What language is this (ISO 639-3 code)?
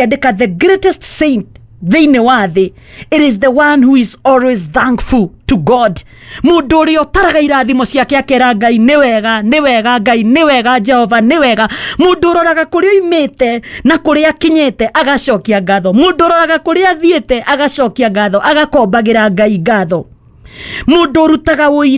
kik